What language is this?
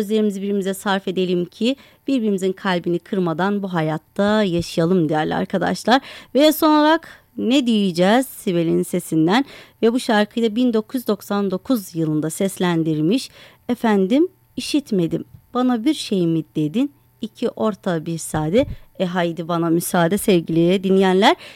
Turkish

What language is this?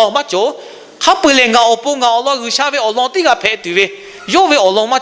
Lahu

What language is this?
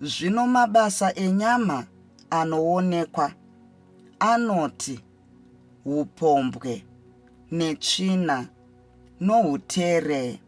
Shona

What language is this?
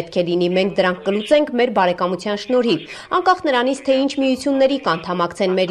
Armenian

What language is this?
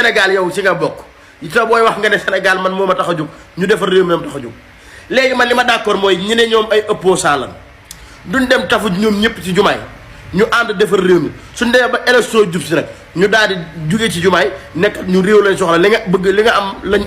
Wolof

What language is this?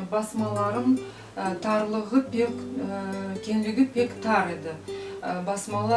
Crimean Tatar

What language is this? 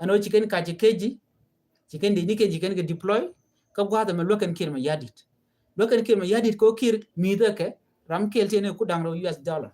Nuer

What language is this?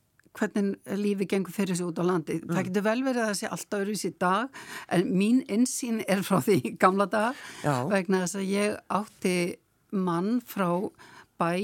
Icelandic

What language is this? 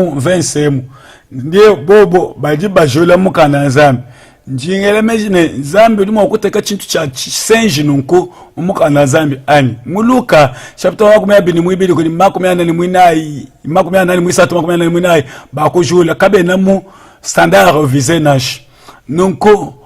Luba-Lulua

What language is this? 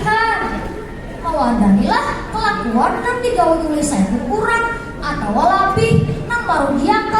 Banjar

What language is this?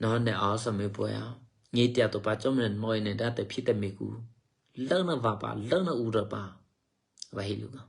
Eastern Kayah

